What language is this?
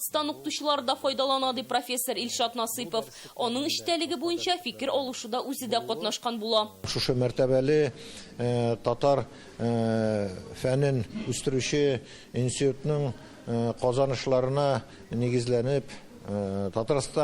Tatar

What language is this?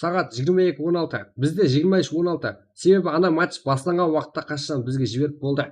Kara-Kalpak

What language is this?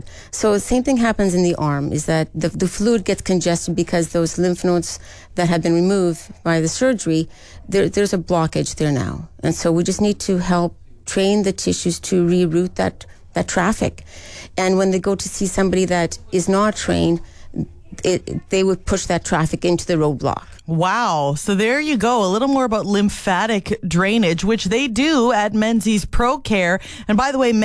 English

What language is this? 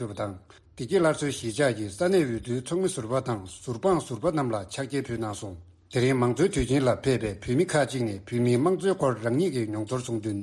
Tibetan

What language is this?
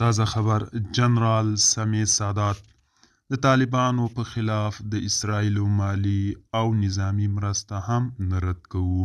Pashto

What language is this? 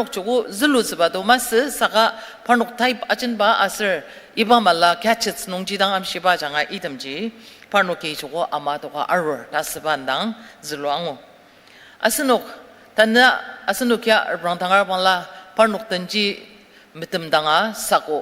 Ao Naga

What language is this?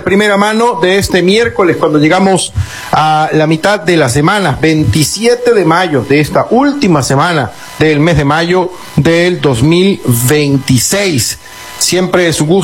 Spanish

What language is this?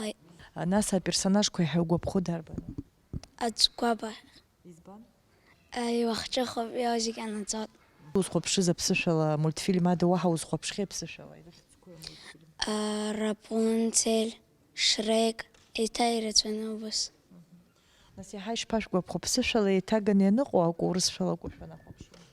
Abkhazian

